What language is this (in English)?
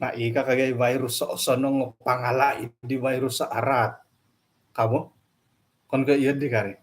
Central Dusun